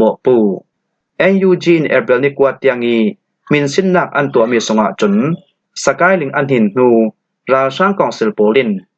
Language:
Falam Chin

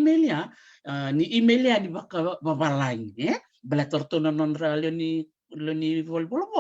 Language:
Fijian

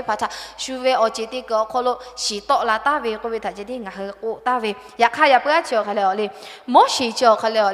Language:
Lahu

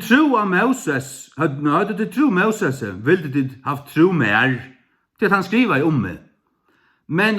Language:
Faroese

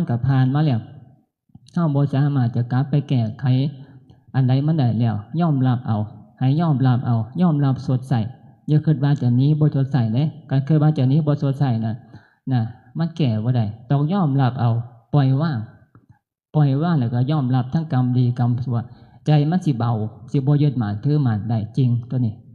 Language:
Northeastern Thai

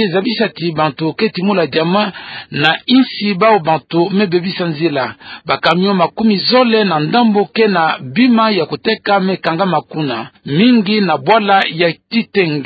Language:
Kituba (Democratic Republic of Congo)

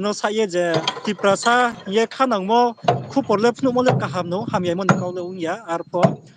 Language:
Riang (India)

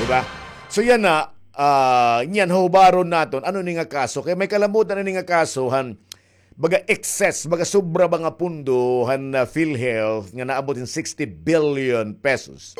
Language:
Waray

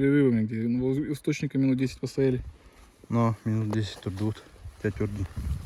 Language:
Yakut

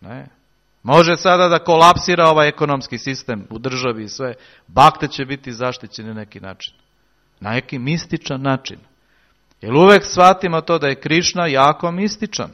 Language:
Serbian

